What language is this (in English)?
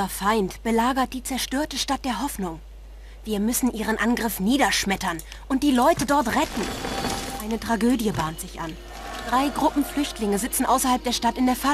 Swiss German